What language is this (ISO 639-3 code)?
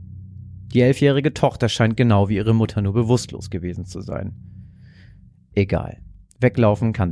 deu